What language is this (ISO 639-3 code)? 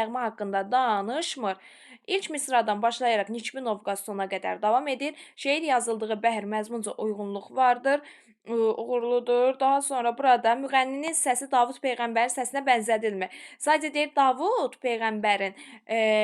aze